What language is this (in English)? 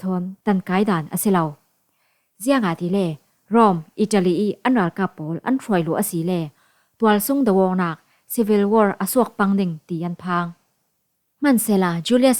Falam Chin